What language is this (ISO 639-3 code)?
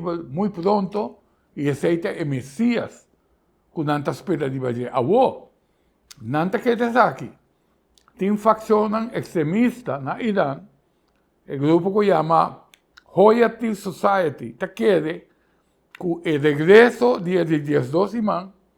pap